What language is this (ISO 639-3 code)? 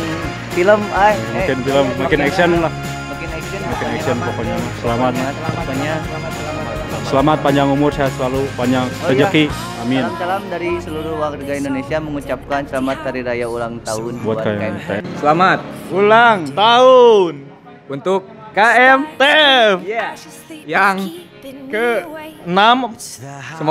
ind